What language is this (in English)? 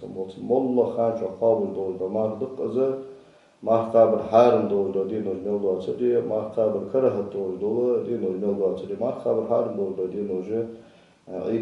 Ingush